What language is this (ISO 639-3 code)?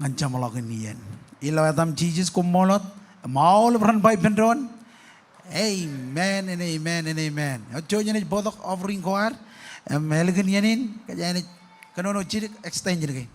mah